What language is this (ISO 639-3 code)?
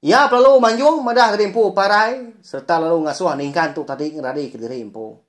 iba